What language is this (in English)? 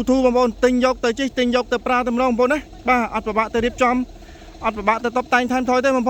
Khmer